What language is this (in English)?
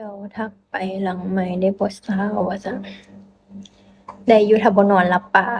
Lao